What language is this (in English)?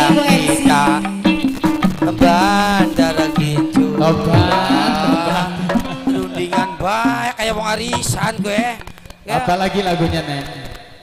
Indonesian